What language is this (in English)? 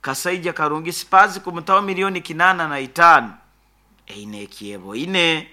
Nyoro